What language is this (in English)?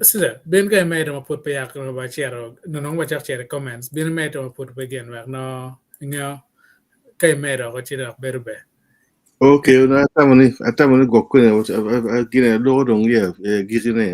Acoli